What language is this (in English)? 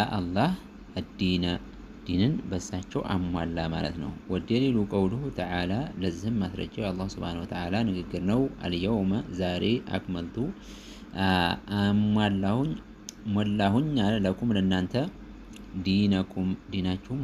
Amharic